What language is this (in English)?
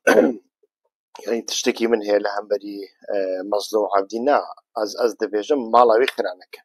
Central Kurdish